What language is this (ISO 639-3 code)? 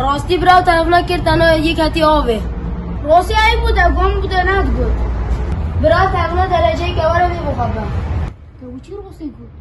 kur